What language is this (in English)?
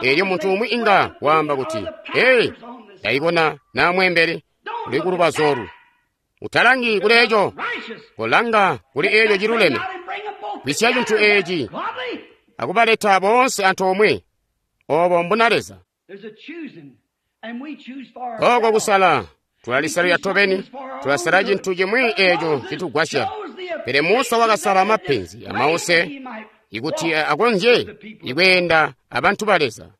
Tonga (Zambia)